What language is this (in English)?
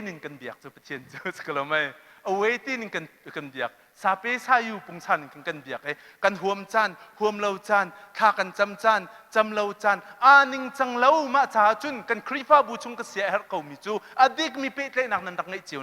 Hakha Chin